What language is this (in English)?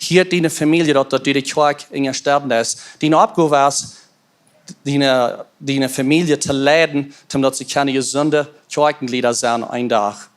Plautdietsch